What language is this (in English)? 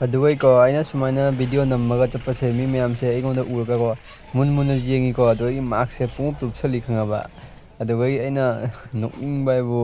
Manipuri